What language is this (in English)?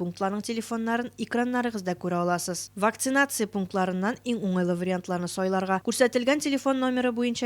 Tatar